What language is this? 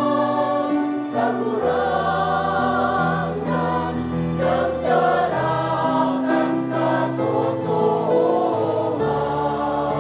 Bikol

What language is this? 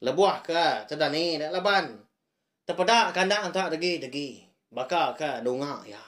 Iban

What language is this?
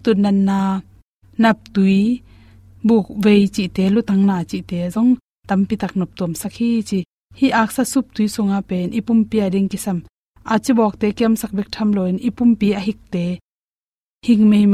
Tedim Chin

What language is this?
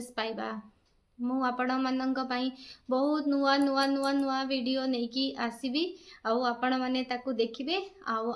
Odia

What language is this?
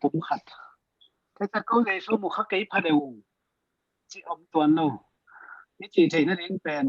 Tedim Chin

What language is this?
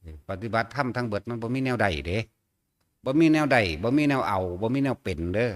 Northeastern Thai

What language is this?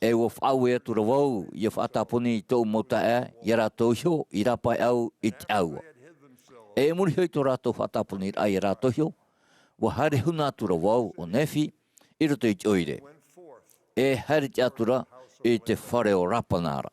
Tahitian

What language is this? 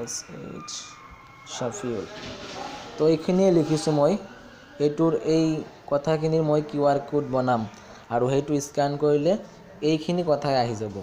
Assamese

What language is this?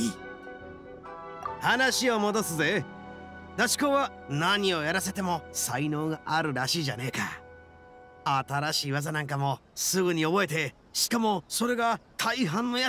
Japanese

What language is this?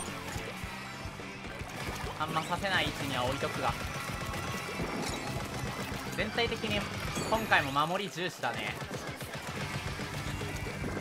Japanese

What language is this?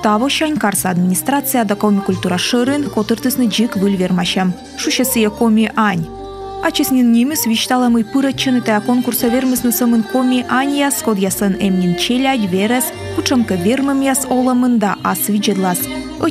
Komi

